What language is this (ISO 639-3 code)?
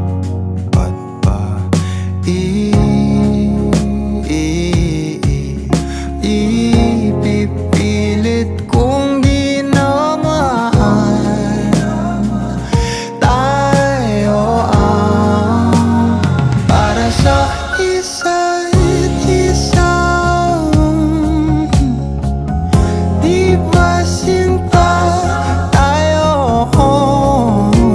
fil